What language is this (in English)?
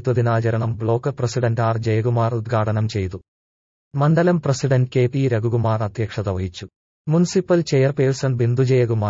Malayalam